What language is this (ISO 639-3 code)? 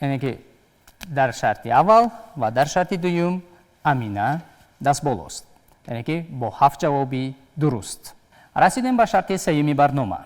tgk